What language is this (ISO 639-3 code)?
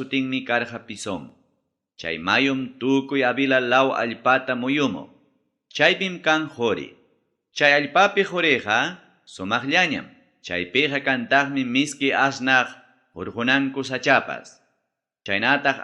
quy